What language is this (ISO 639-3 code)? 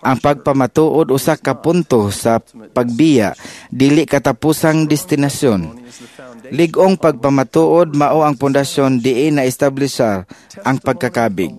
ceb